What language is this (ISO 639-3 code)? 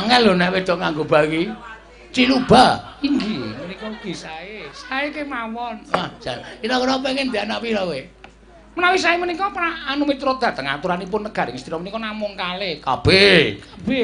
jav